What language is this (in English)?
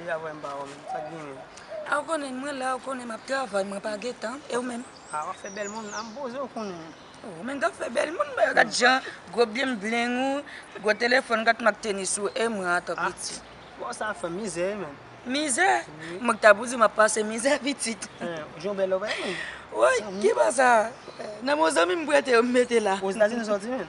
Haitian Creole